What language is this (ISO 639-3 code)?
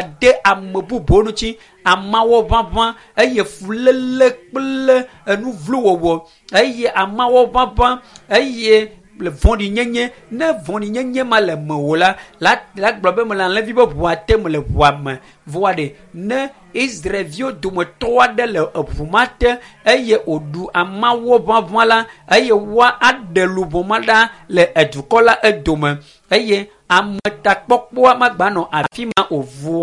ewe